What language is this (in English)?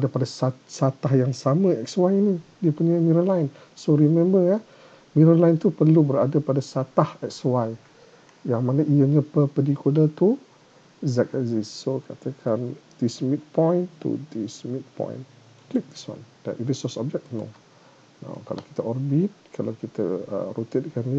Malay